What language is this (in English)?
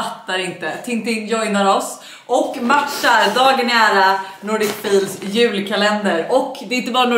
Swedish